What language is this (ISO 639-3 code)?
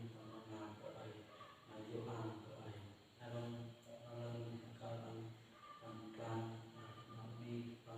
cmo